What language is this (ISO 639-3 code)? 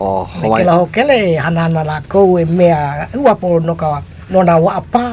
haw